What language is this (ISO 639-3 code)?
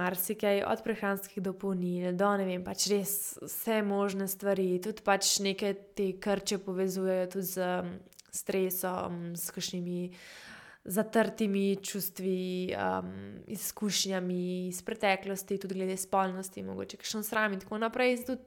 slv